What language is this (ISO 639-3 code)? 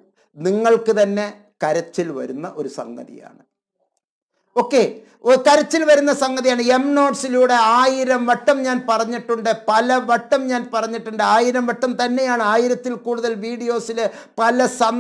mal